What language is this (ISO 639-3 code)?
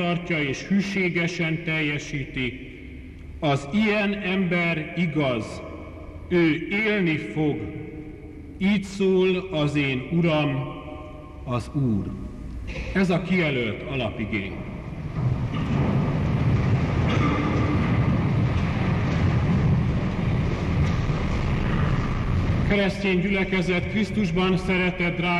hun